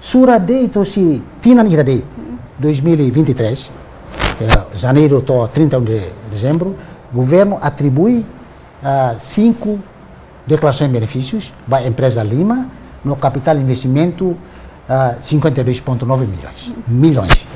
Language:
Tetum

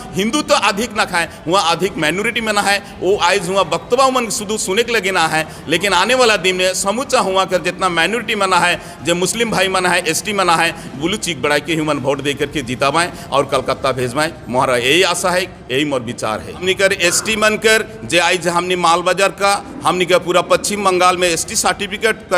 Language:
Sadri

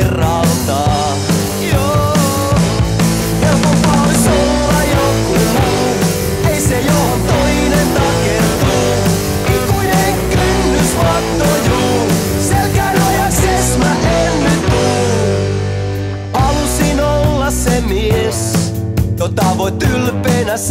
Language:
Finnish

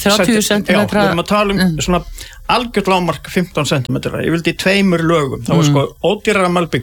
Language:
Icelandic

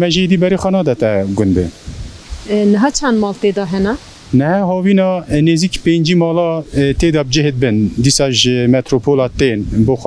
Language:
Kurdish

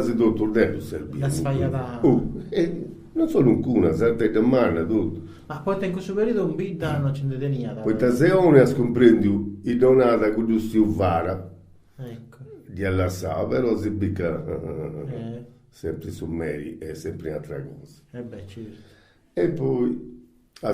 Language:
Sardinian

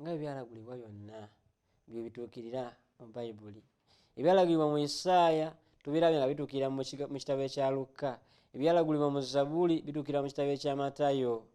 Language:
Ganda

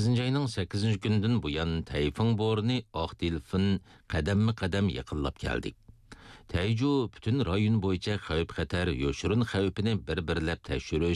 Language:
Uyghur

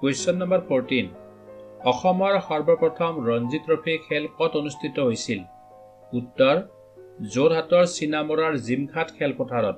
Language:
Assamese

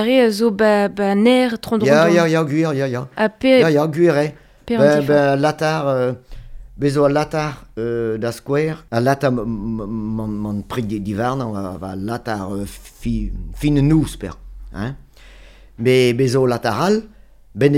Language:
Breton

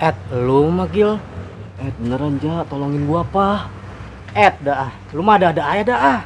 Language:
Betawi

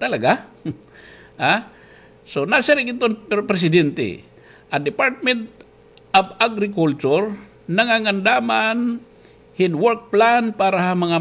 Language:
Waray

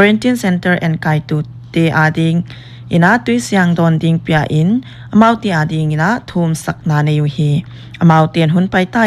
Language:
Paite Chin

